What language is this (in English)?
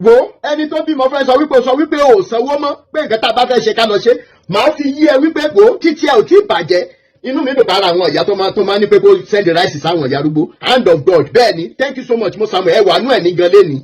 Yoruba